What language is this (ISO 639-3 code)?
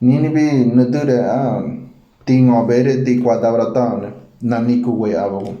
gym